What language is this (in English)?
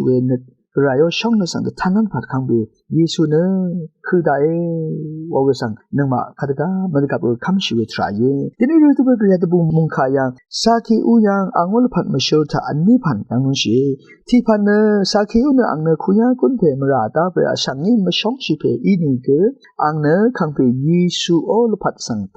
Rawang